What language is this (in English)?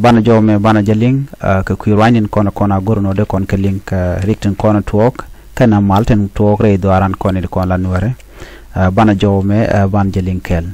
Nuer